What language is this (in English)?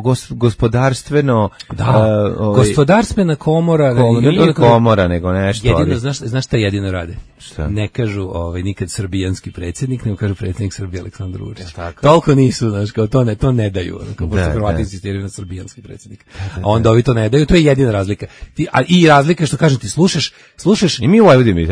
Serbian